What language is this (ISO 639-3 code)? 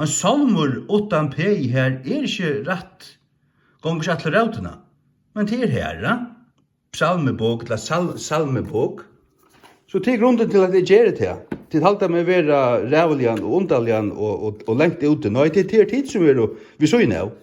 fao